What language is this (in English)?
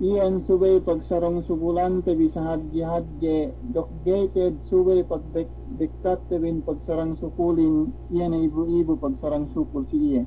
Yakan